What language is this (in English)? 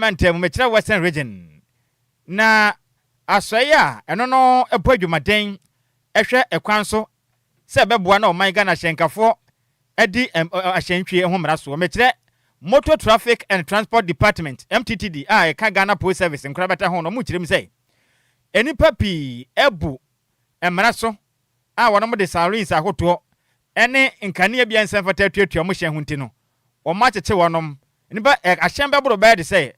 Akan